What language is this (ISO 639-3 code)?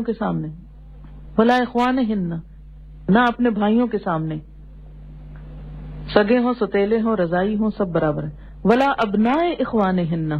urd